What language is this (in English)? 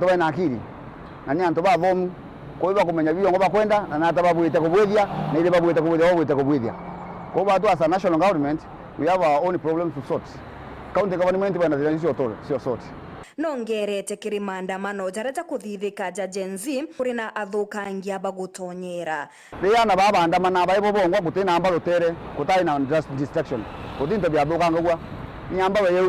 Meru